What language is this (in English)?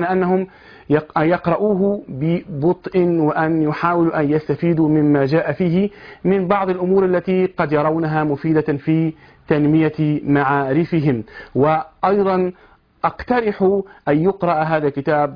Arabic